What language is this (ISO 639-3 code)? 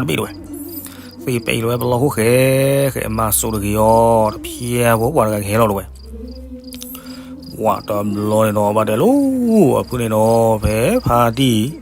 ksw